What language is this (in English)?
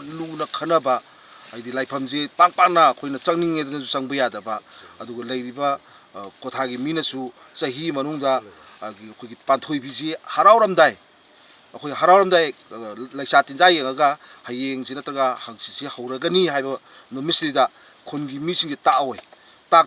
Manipuri